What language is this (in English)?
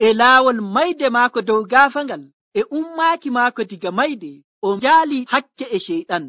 Nigerian Fulfulde